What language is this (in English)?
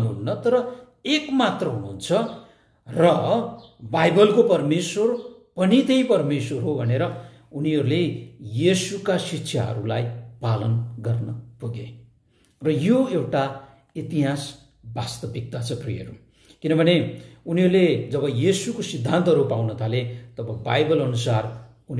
Nepali